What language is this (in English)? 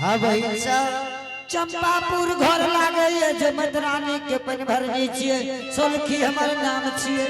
Angika